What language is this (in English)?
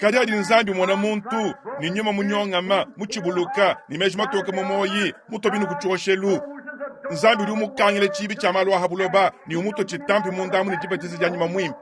Luba-Lulua